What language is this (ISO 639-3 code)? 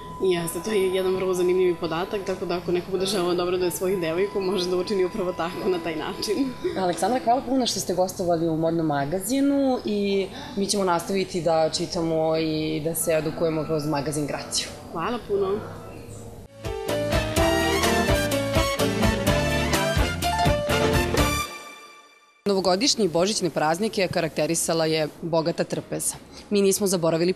srp